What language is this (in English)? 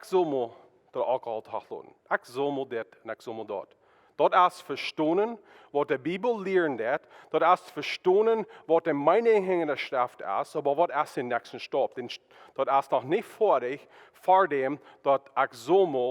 Plautdietsch